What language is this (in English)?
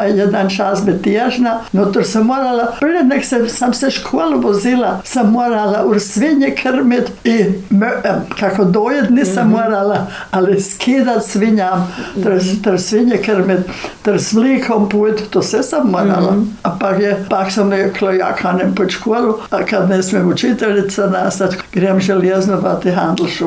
Croatian